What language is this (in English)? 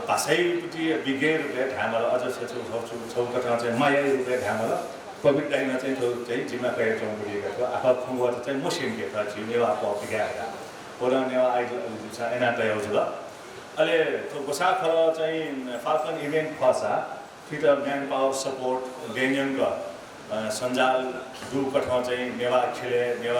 Newari